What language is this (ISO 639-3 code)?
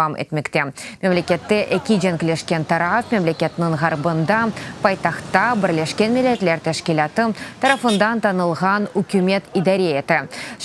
crh